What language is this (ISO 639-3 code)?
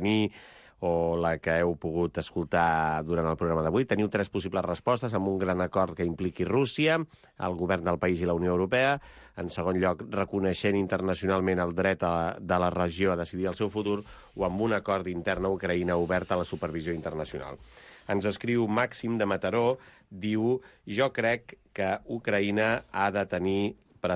cat